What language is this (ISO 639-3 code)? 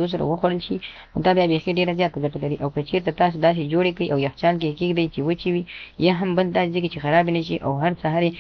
pus